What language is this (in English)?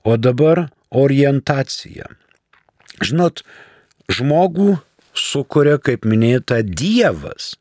Lithuanian